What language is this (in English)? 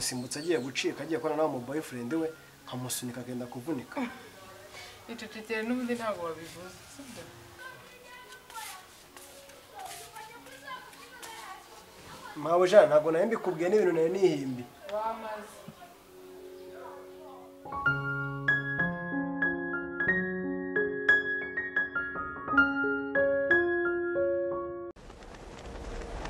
Kinyarwanda